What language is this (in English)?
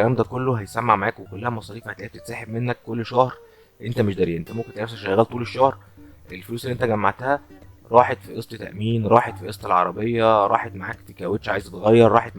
Egyptian Arabic